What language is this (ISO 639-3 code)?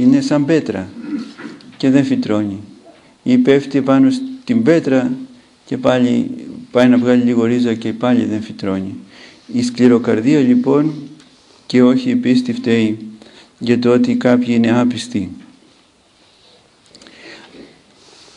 ell